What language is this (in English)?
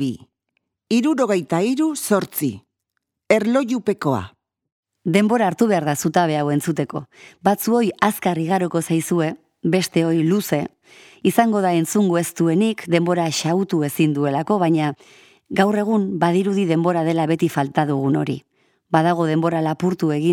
Basque